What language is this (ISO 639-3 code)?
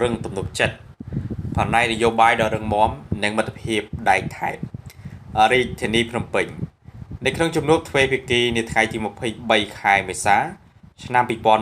khm